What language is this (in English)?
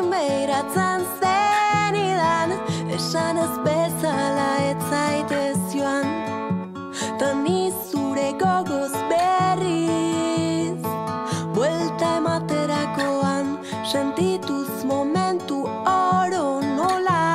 Basque